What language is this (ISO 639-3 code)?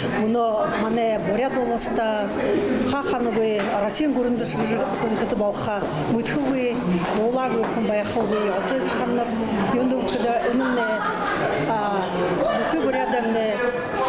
bua